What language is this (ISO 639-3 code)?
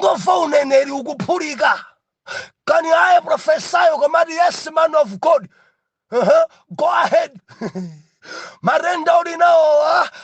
nya